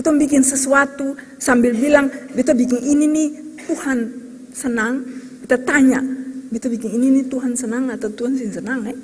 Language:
Ambonese Malay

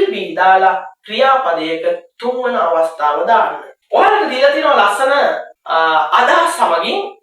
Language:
Sinhala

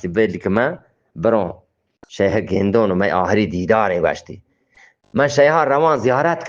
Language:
Eastern Balochi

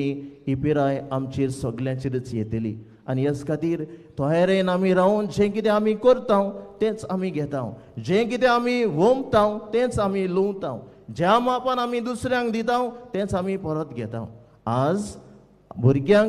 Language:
Konkani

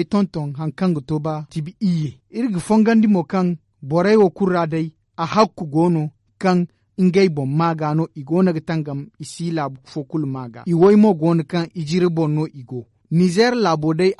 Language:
Zarma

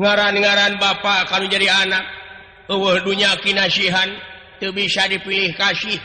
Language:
Sundanese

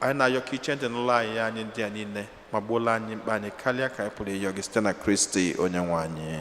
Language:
Igbo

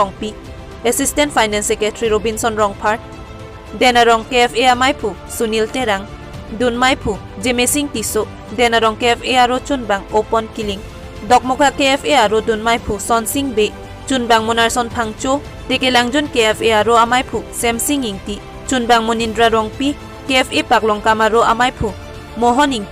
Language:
Karbi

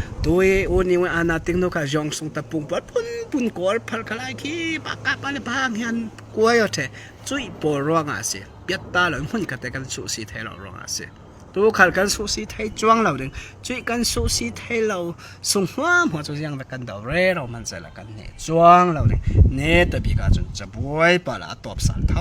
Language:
Hakha Chin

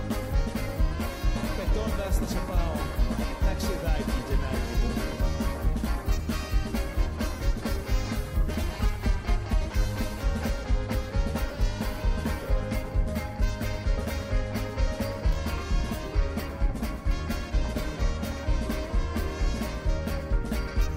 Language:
Greek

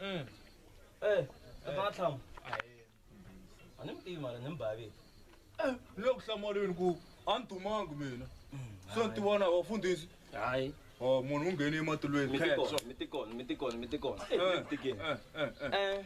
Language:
Tsonga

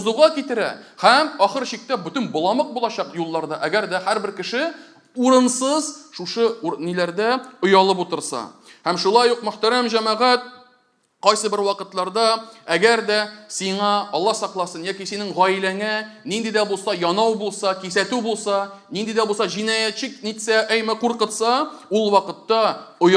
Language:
Tatar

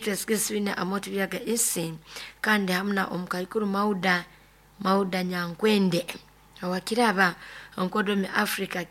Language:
Nyoro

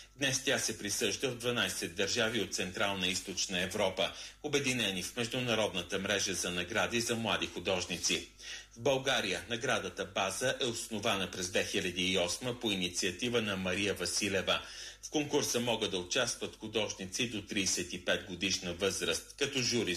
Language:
Bulgarian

